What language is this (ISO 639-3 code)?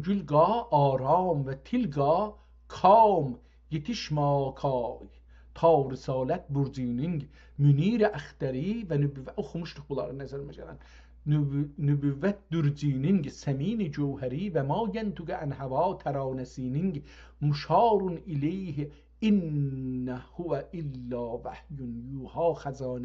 azb